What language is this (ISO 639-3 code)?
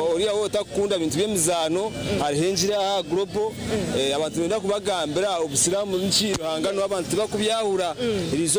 nyn